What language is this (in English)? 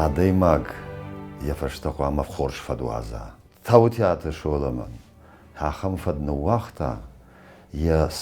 Ossetic